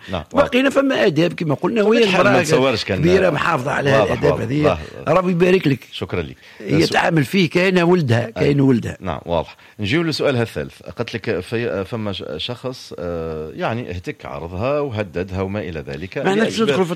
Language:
Tunisian Arabic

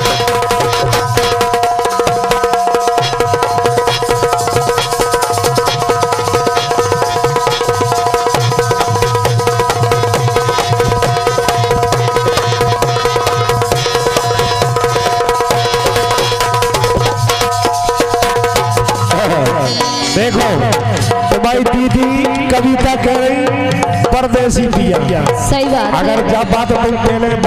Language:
Hindi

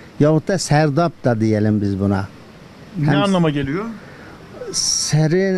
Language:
Turkish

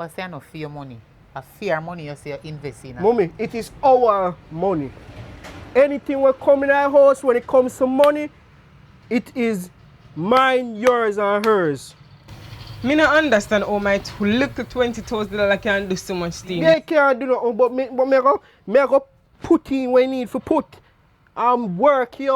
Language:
Jamaican Creole English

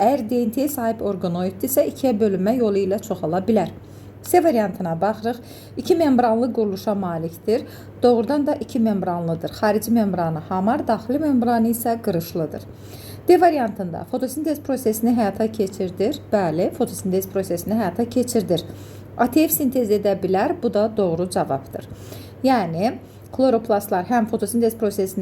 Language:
Azerbaijani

